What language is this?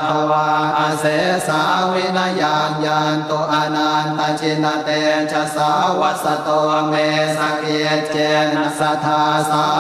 Pali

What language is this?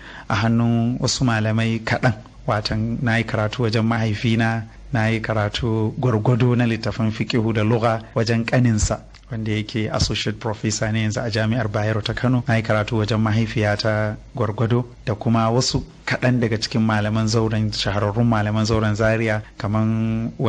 Hausa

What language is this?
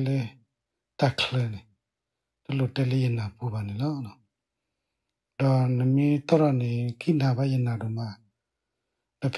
S'gaw Karen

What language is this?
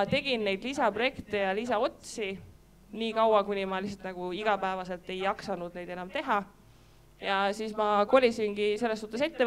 Estonian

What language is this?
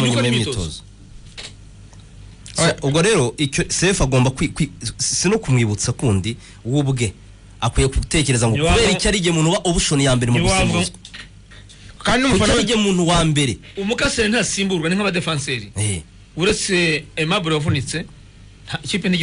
Kinyarwanda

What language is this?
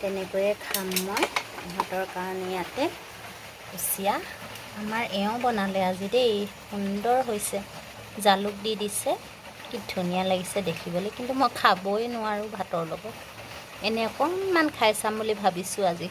Assamese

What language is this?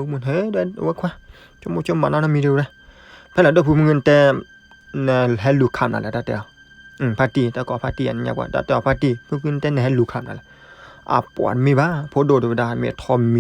S'gaw Karen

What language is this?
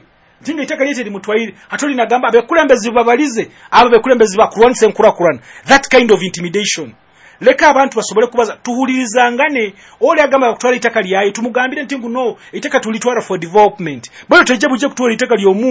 Nyoro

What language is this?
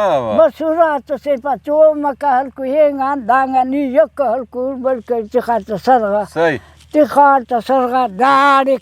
Brahui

